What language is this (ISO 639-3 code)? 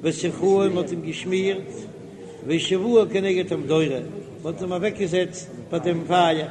yid